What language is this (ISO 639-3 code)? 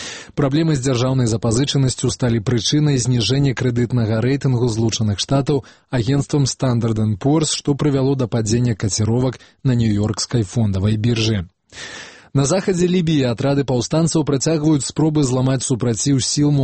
bel